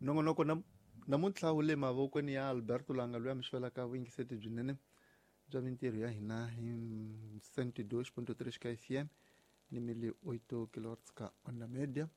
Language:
Tsonga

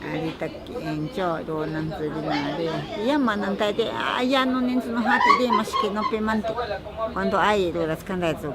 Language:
Ashéninka Perené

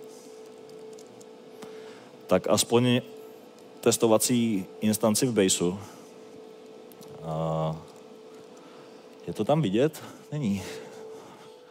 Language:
Czech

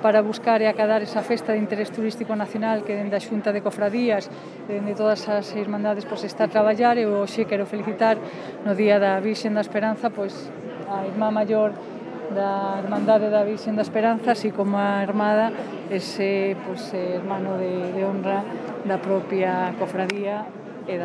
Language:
Galician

